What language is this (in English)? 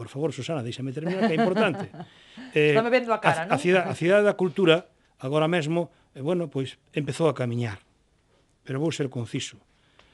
Galician